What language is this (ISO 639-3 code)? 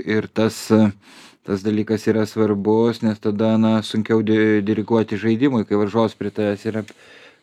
lit